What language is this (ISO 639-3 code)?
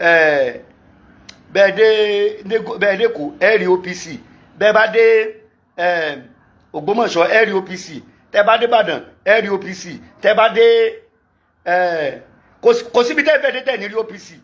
yor